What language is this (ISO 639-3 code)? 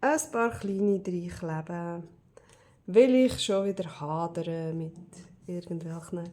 gsw